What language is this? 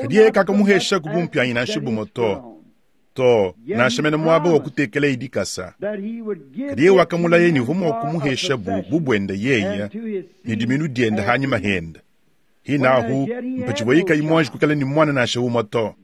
Luba-Lulua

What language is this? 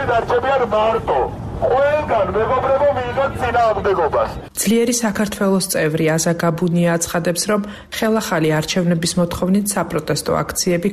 Georgian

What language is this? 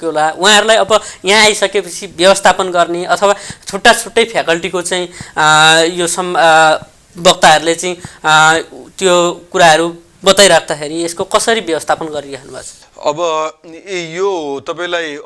Nepali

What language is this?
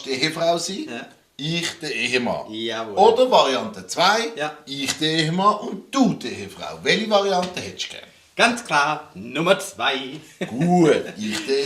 Swiss German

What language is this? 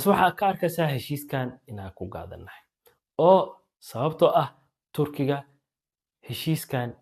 Somali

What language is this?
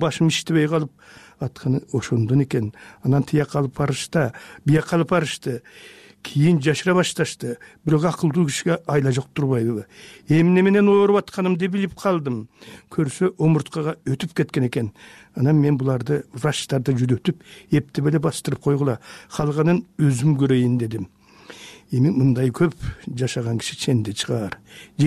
Kyrgyz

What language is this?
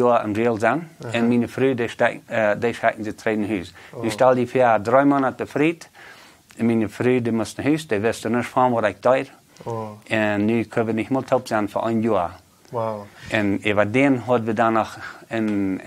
Plautdietsch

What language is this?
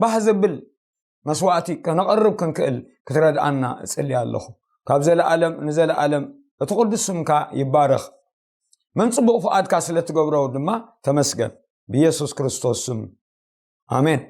Tigrinya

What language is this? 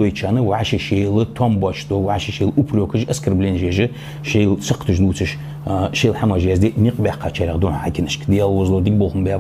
Ingush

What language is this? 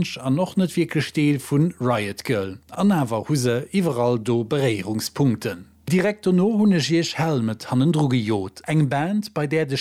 Luxembourgish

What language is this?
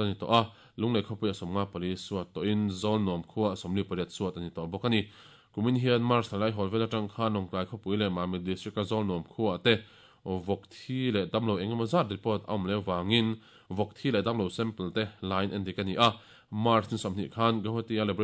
Mizo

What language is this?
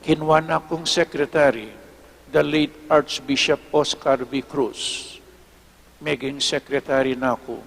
Pampanga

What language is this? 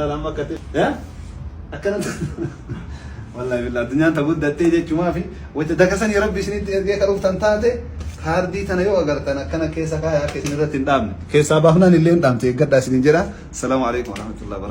Oromo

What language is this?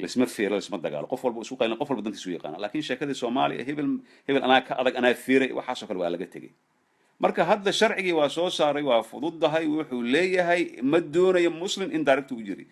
Somali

